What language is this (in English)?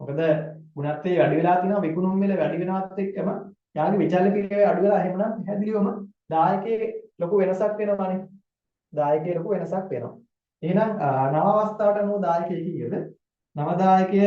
Sinhala